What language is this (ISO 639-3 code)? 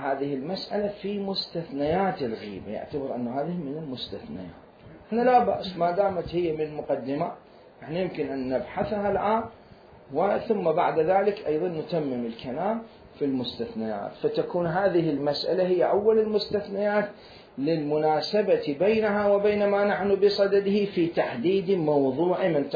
acm